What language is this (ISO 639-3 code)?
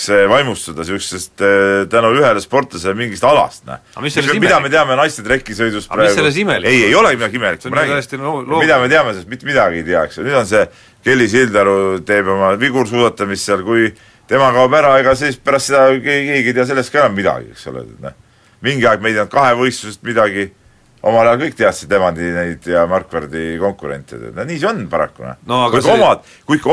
est